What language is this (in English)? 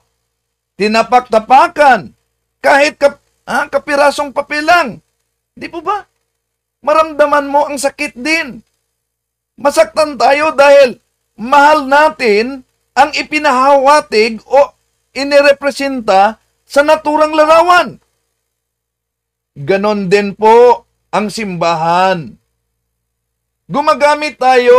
Filipino